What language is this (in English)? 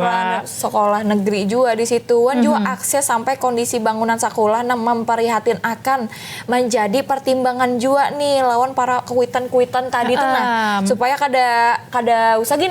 Banjar